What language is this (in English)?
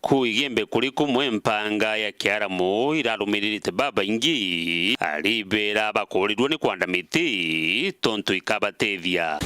Meru